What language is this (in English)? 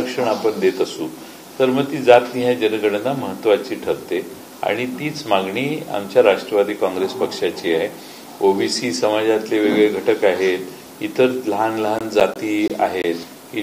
Marathi